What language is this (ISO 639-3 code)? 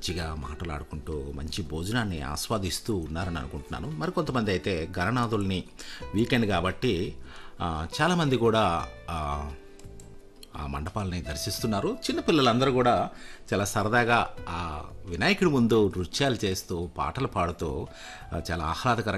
tel